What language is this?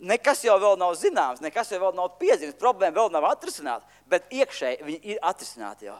Latvian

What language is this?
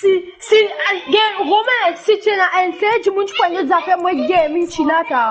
Morisyen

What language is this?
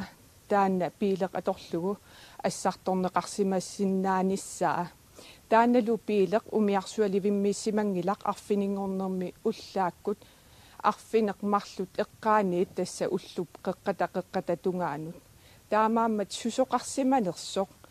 Kalaallisut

